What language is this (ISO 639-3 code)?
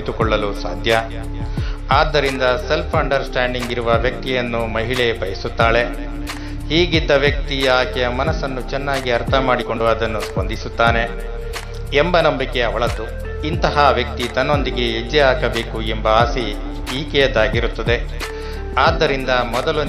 kan